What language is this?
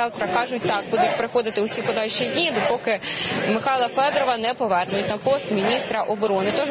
Ukrainian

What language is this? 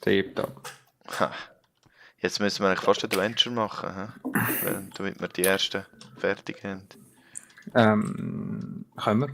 Swiss German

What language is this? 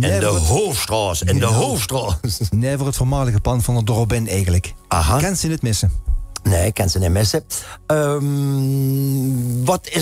Limburgish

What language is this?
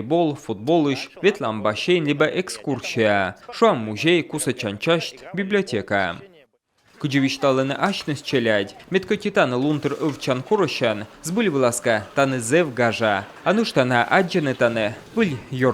Komi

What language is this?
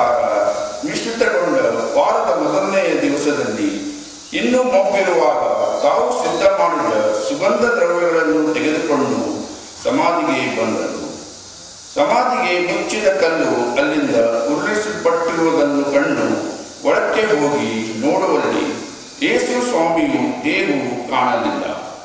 Kannada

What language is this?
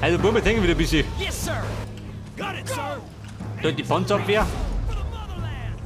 Bavarian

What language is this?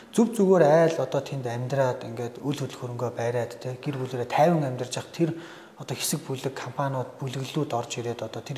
Mongolian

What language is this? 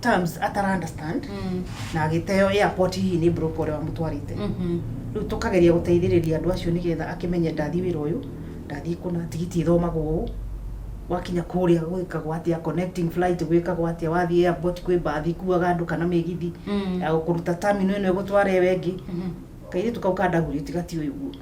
Kikuyu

